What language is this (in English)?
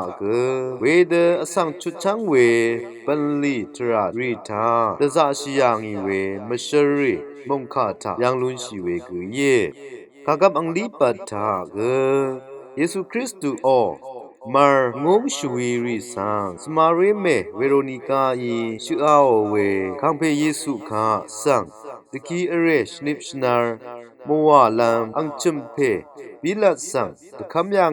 Rawang